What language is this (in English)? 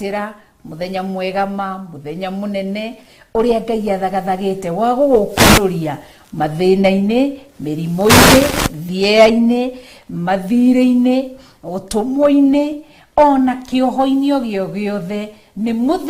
Kikuyu